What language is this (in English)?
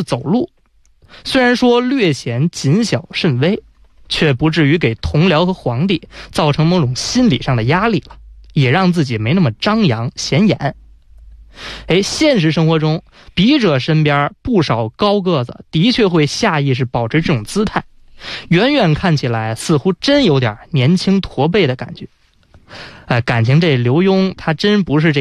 Chinese